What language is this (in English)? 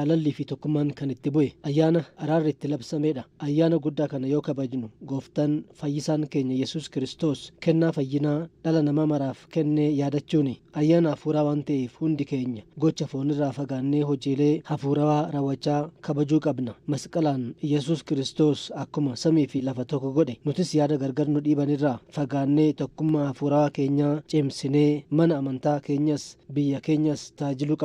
Oromo